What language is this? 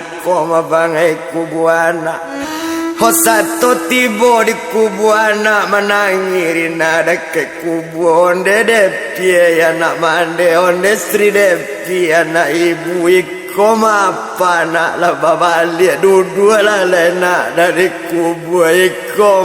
Minangkabau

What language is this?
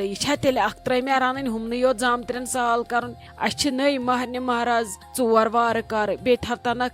Kashmiri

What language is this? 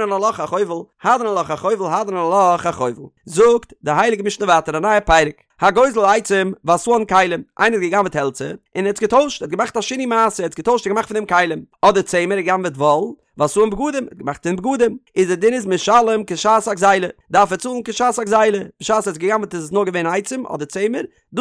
Yiddish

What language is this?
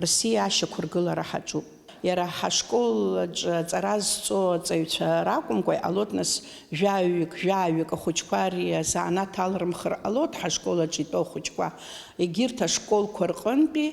Abkhazian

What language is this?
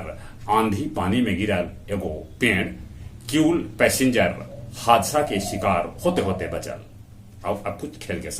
Magahi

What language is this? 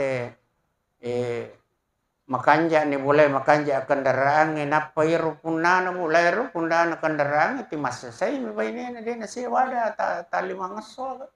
Buginese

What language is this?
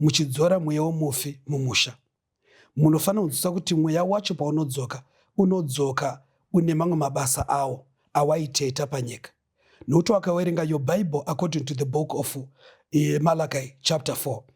Shona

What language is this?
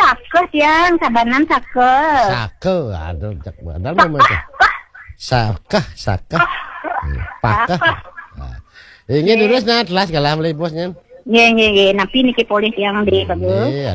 Balinese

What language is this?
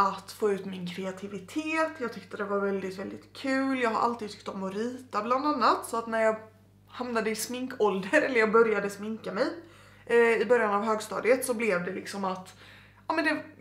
Swedish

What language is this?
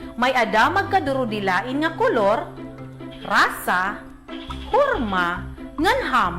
Waray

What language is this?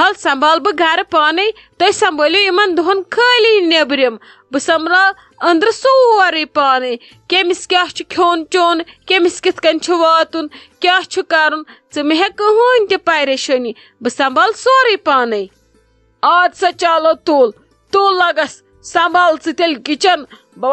Kashmiri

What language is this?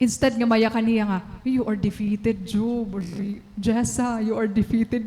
Waray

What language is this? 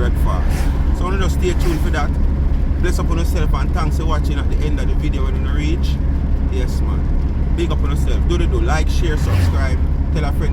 Jamaican Creole English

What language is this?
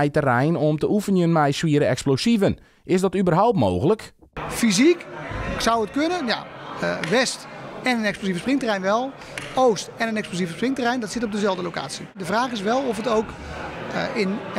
Western Frisian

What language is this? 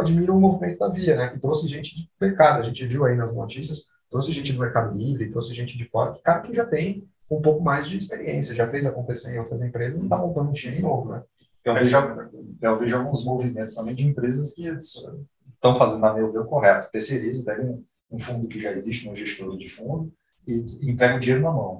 Portuguese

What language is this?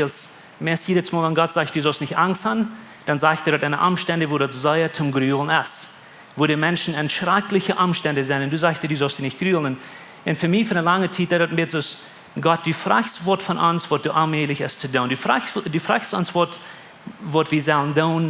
Plautdietsch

